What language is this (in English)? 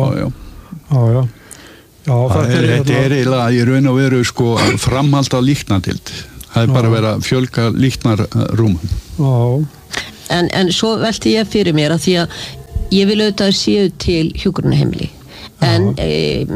Icelandic